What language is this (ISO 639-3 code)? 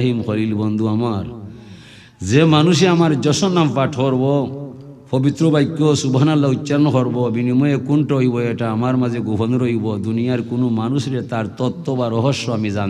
syl